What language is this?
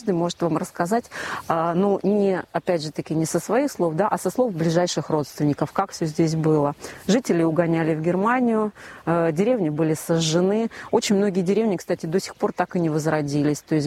Russian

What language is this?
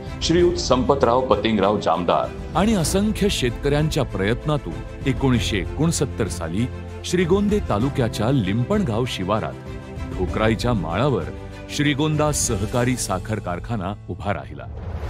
Marathi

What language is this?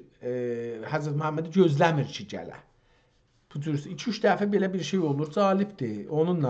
South Azerbaijani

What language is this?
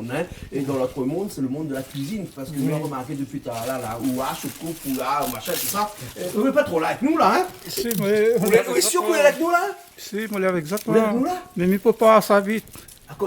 Réunion Creole French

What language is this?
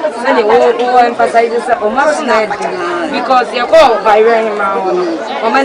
Akan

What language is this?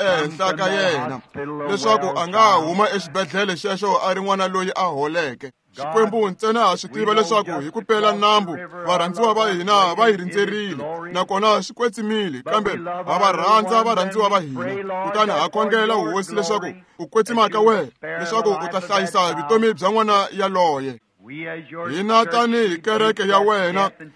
Tsonga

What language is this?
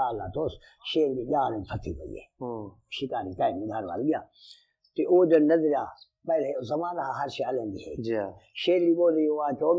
Saraiki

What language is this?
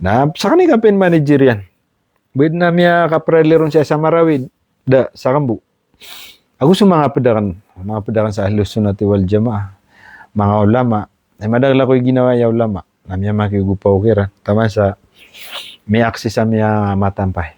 Maranao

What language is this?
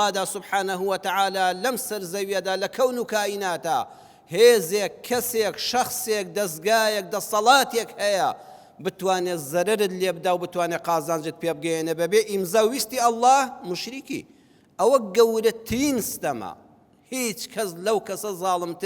Central Kurdish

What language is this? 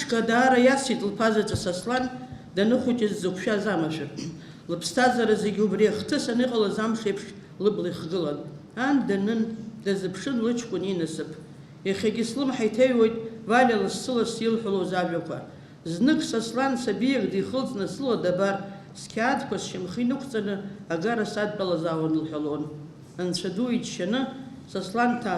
Abkhazian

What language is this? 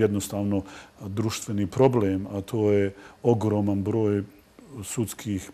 Bosnian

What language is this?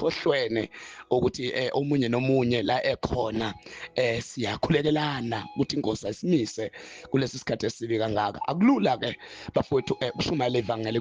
Zulu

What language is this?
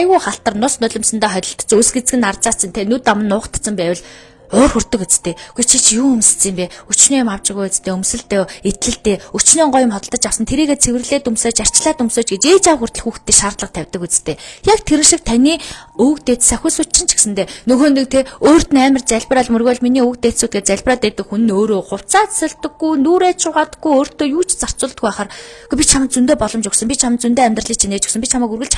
Mongolian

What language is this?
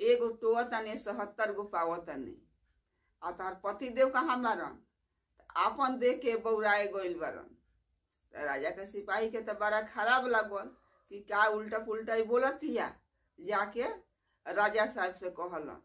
Bhojpuri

